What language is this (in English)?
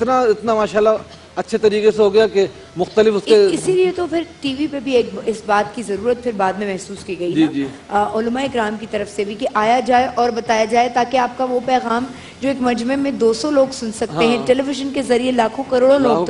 Urdu